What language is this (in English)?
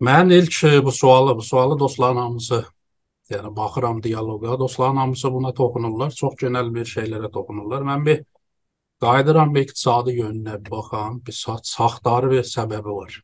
South Azerbaijani